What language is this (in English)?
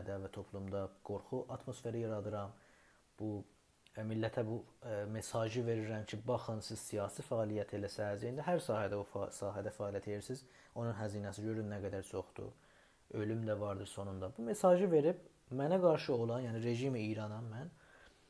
South Azerbaijani